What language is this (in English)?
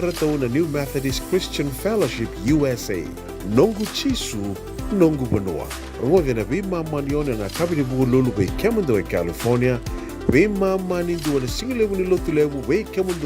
Fijian